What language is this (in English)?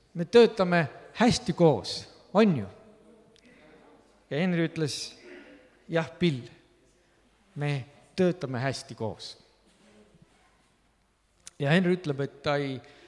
Estonian